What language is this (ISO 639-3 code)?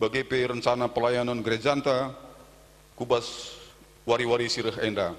btx